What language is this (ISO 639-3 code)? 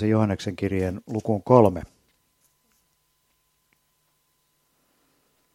fin